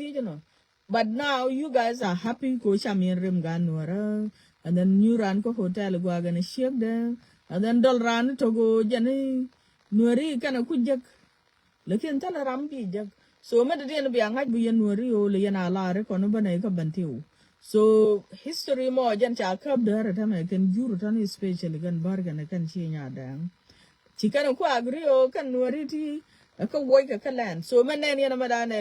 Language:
Nuer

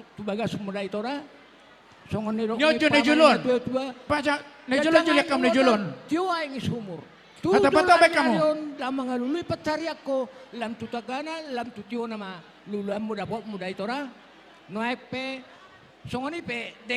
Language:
Batak Toba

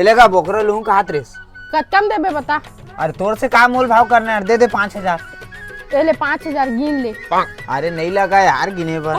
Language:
Chhattisgarhi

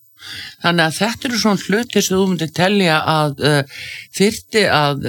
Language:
Icelandic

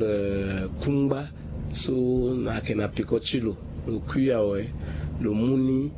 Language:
Sango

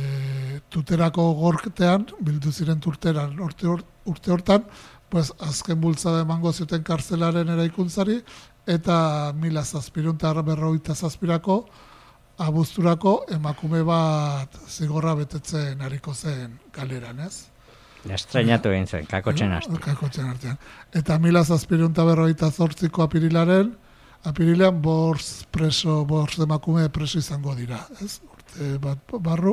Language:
Basque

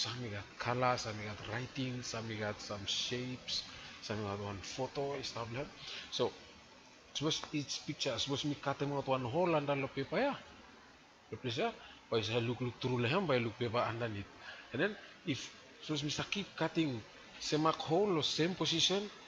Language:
Bislama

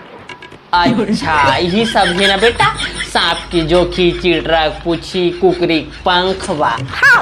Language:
Chhattisgarhi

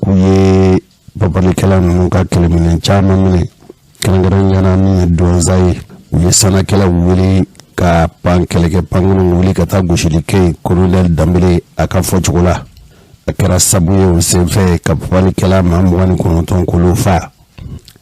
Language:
Bambara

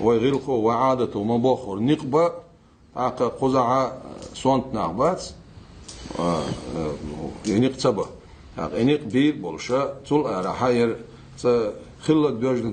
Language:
Ingush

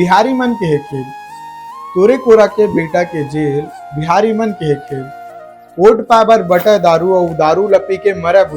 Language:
Chhattisgarhi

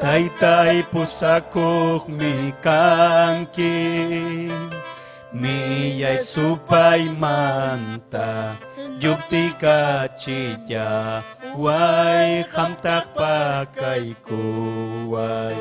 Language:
Ayacucho Quechua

